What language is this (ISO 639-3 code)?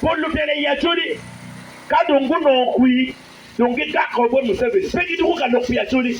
ach